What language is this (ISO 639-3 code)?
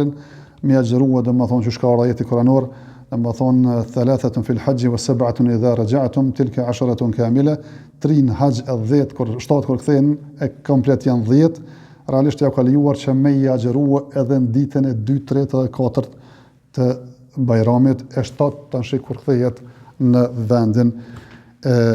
sqi